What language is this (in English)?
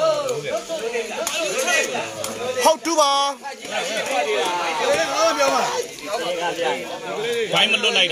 Burmese